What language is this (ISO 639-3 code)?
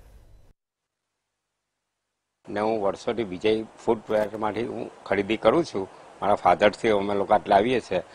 guj